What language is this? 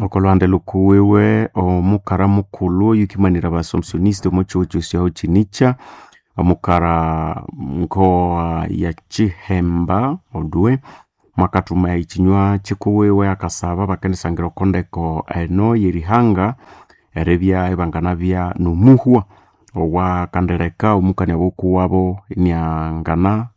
Nande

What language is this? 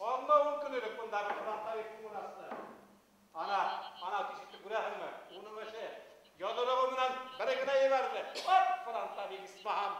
Bashkir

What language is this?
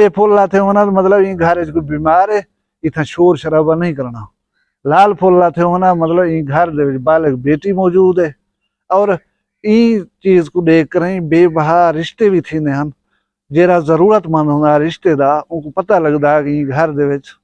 Saraiki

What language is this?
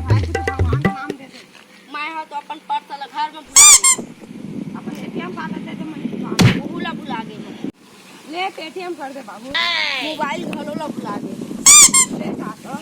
Chhattisgarhi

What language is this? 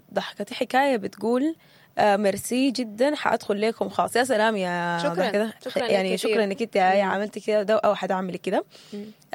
Sudanese Arabic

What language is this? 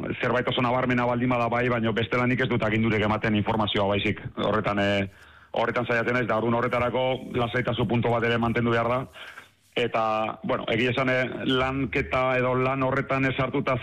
Basque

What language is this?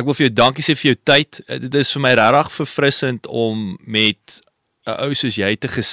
Afrikaans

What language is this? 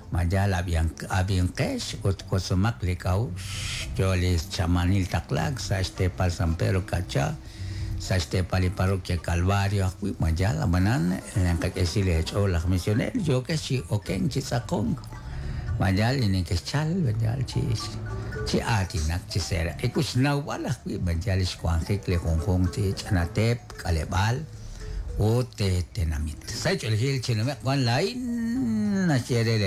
Kekchí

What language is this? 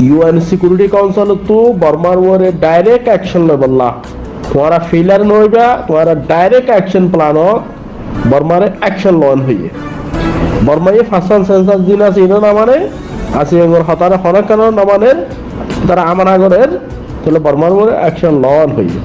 Rohingya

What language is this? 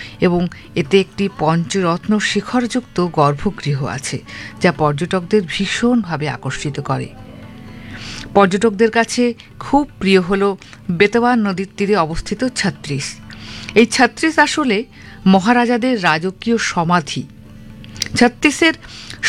Bangla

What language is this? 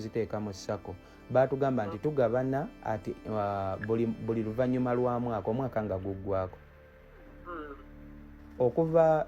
Ganda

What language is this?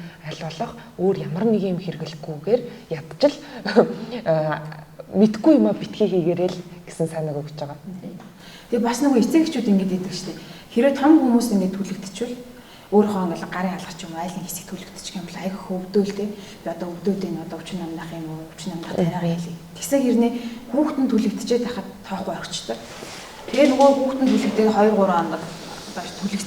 Mongolian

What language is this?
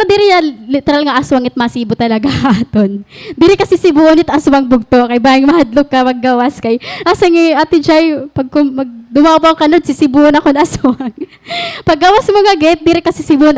Waray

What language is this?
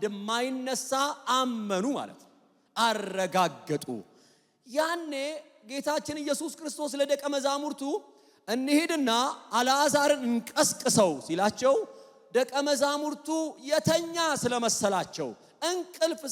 Amharic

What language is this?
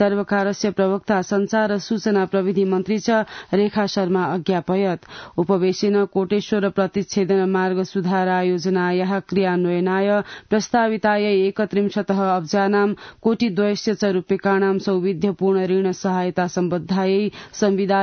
Sanskrit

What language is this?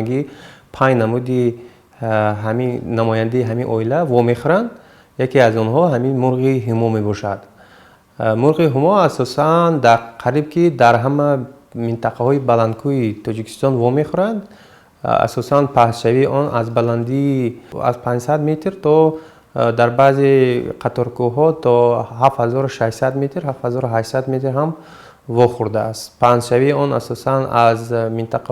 Tajik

